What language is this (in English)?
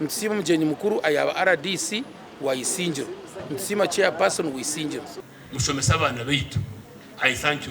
Nyankole